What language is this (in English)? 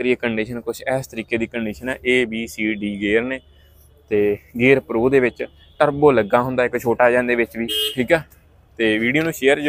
Punjabi